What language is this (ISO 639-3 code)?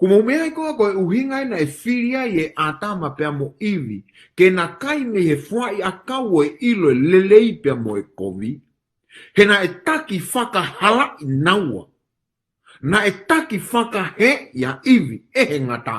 ton